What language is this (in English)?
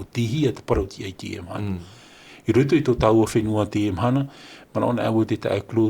Tahitian